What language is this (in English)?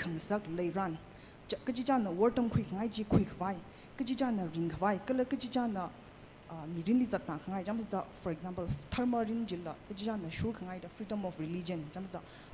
Tangkhul Naga (India)